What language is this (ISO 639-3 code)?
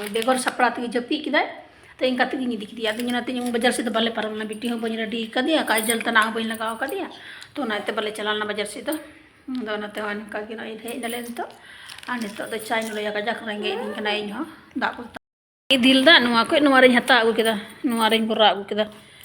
sat